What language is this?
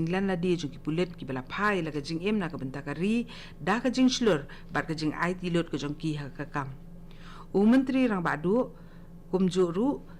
Khasi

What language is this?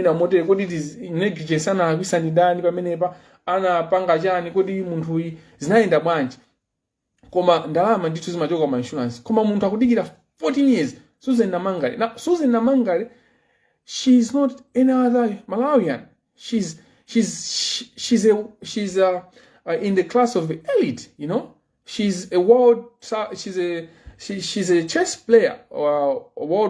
Nyanja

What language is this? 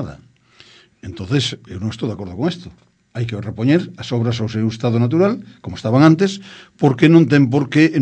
Galician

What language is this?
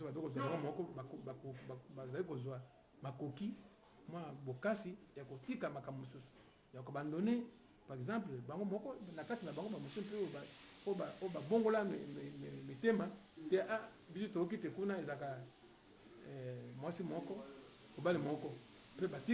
Lingala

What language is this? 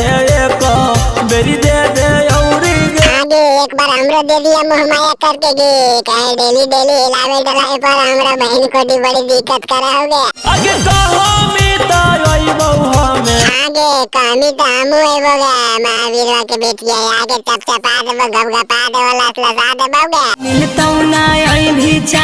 Magahi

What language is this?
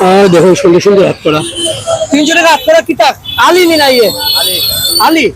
Sylheti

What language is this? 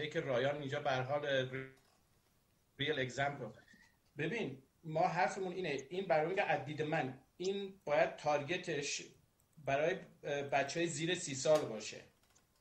Persian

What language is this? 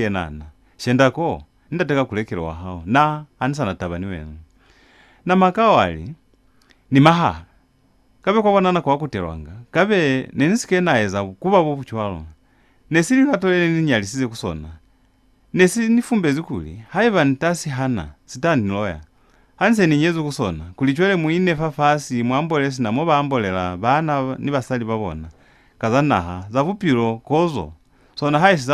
Lozi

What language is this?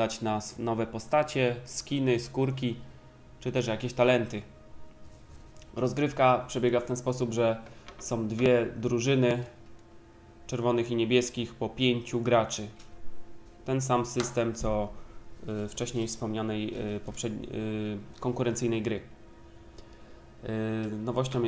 Polish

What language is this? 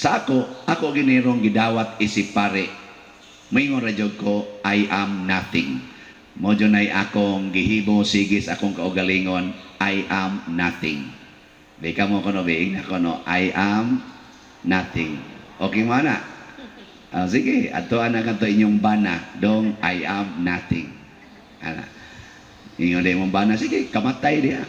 Cebuano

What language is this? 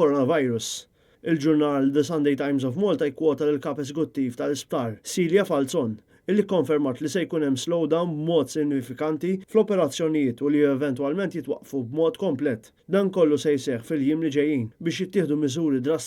Maltese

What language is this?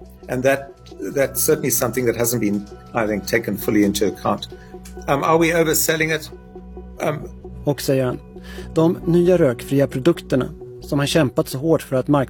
Swedish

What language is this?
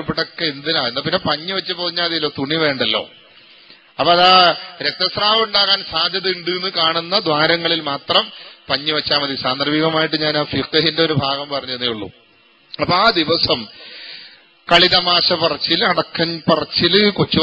Malayalam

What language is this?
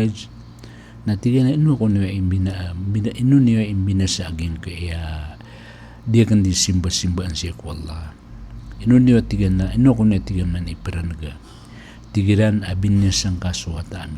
Maranao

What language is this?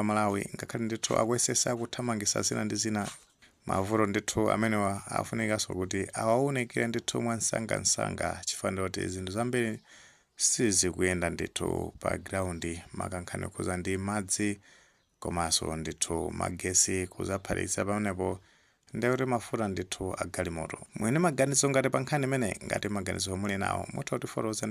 Nyanja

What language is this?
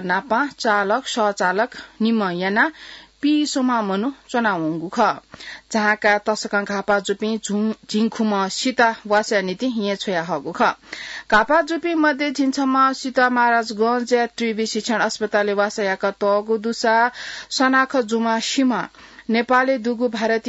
Newari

